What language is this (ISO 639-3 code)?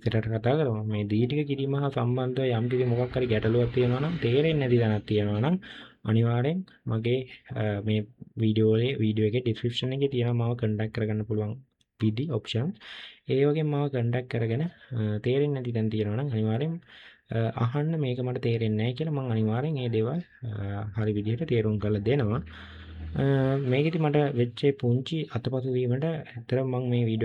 sin